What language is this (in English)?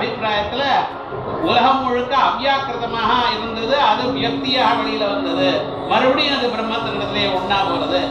Tamil